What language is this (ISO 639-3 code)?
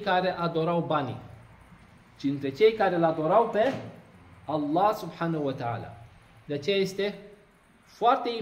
ron